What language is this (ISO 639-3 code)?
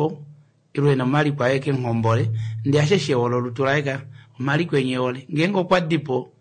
kua